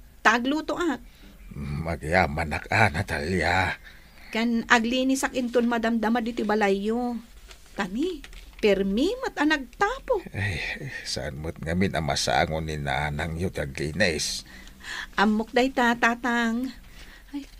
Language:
Iloko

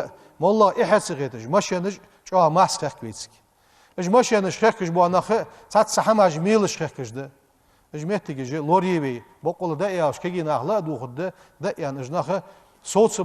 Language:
Ingush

